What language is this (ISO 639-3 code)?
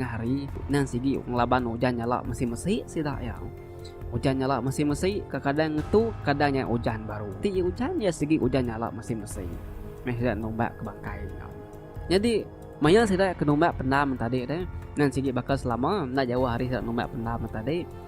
iba